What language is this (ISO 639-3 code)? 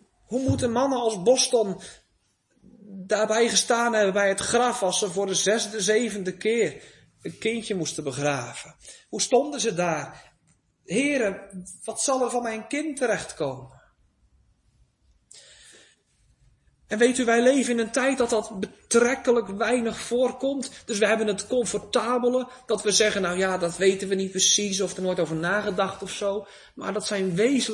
nld